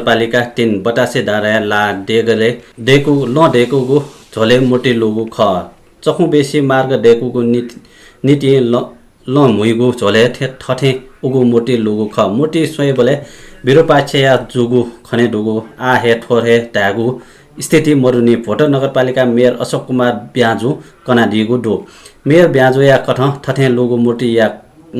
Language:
Newari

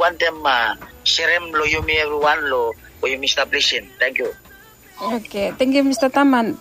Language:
Bislama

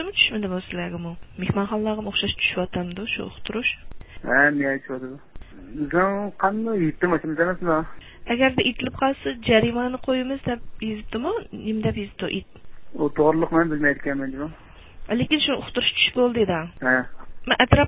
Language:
Uyghur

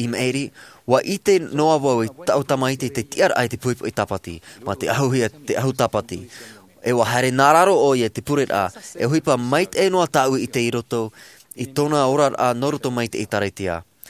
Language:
Tahitian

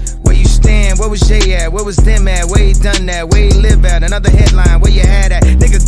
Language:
English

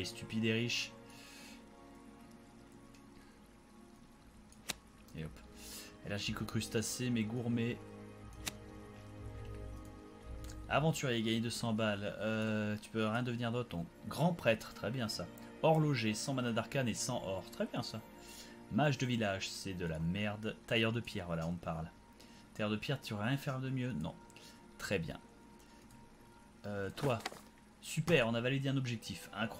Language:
French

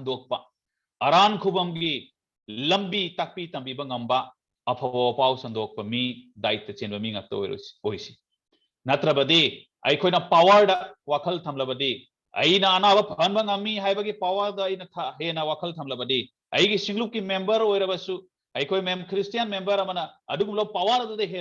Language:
Manipuri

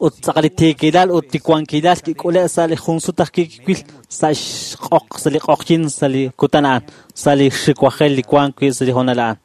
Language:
Kekchí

